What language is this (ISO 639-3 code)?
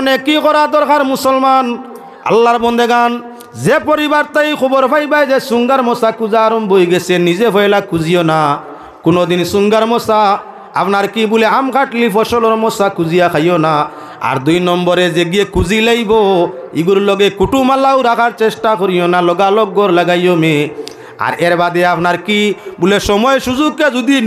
syl